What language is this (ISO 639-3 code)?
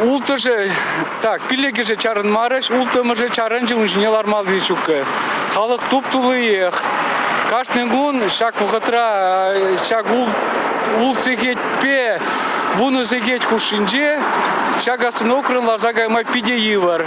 chv